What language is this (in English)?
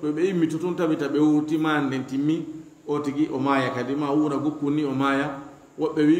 Fula